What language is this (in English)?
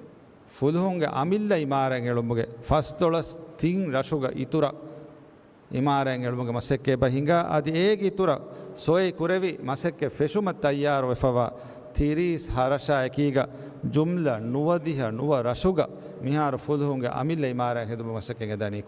Divehi